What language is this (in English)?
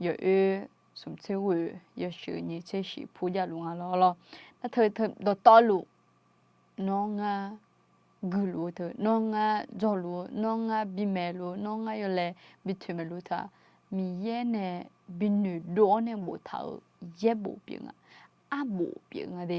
Akha